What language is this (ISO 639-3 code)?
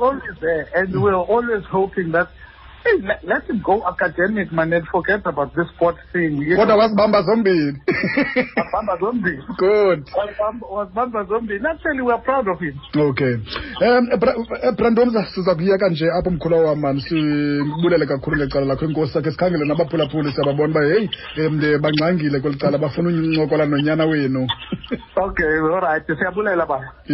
xho